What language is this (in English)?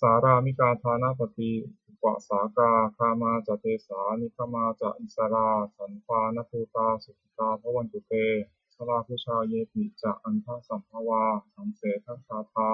Pali